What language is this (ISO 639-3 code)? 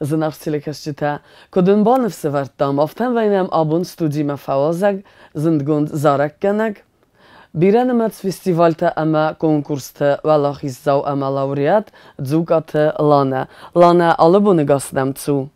oss